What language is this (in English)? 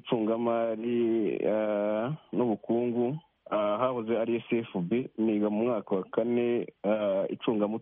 Kinyarwanda